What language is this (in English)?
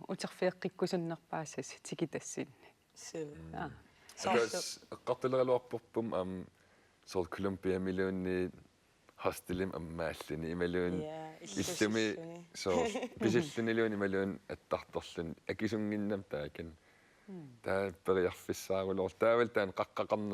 Kalaallisut